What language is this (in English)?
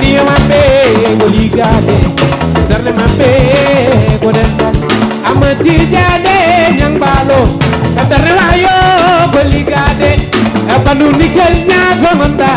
Fula